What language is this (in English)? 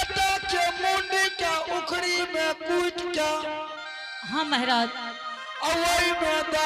Angika